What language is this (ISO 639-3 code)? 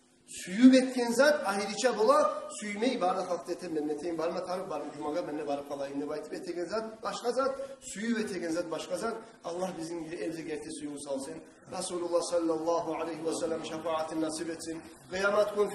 kum